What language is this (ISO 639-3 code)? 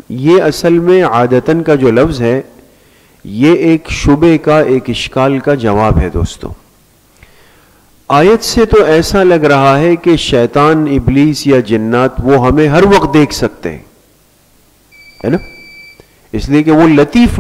urd